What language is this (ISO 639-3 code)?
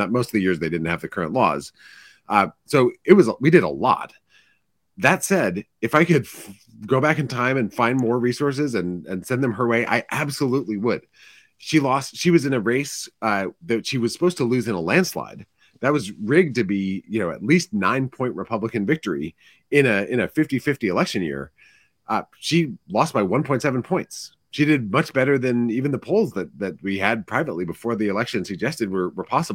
eng